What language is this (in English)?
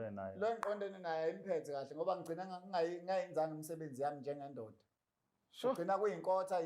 Zulu